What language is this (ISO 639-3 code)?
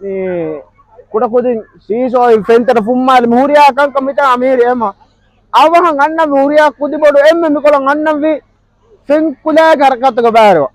div